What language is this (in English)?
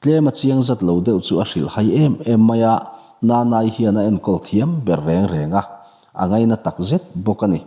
Mizo